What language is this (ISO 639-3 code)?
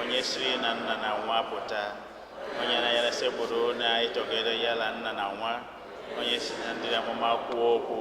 ibo